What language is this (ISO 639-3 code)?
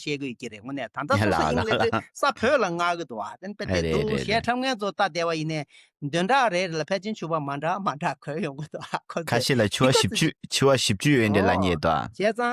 bod